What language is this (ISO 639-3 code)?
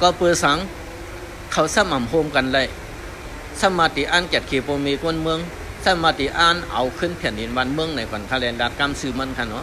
shn